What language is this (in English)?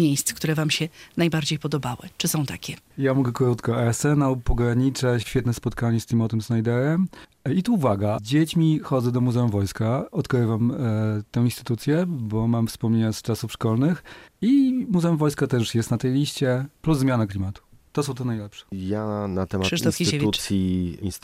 Polish